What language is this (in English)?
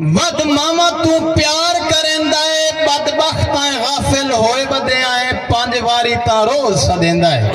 Saraiki